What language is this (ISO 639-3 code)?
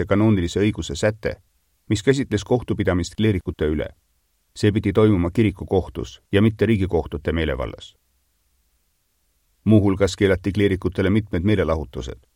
est